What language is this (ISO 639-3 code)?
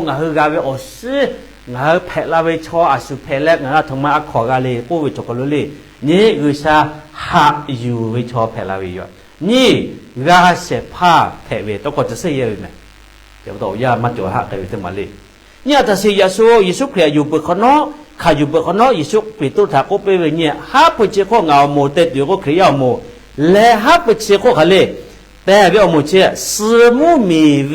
lhu